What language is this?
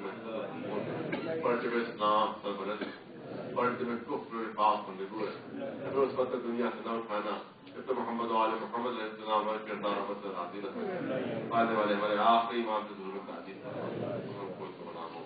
Urdu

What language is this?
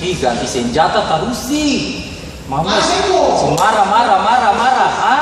Ambonese Malay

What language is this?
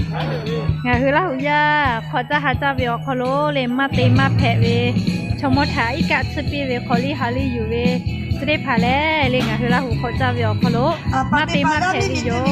Lahu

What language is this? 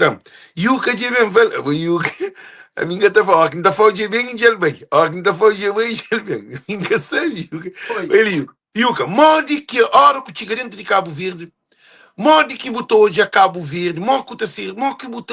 Kabuverdianu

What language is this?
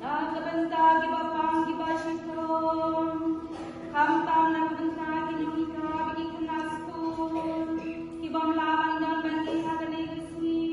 Khasi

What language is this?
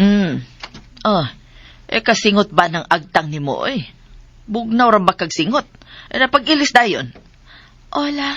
Cebuano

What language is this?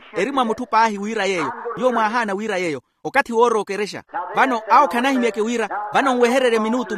Makhuwa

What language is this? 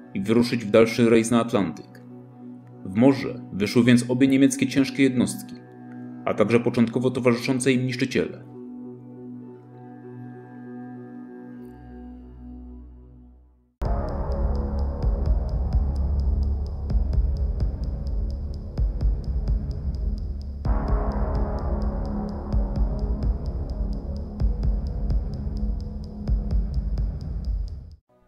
Polish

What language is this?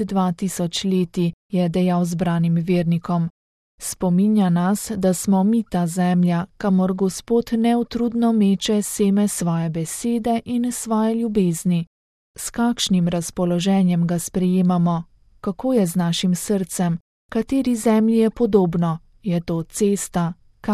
Slovenian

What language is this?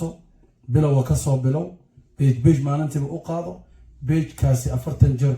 Somali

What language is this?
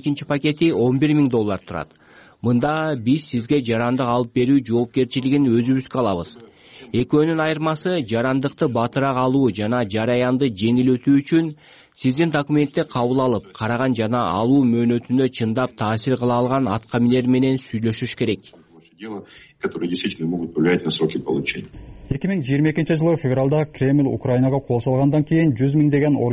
Kyrgyz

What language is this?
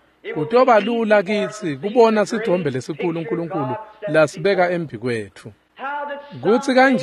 Swati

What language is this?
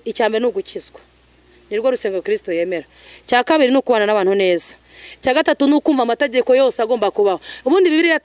Kinyarwanda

